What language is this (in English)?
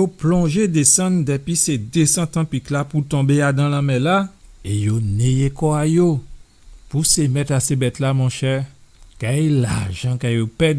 Guadeloupean Creole French